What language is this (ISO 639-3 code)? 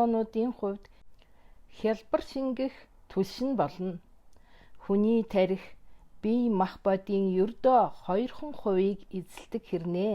mon